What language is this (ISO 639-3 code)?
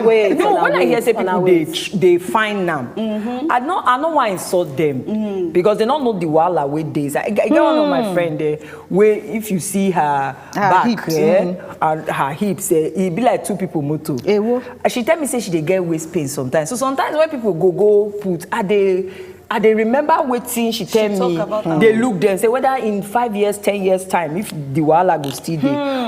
pcm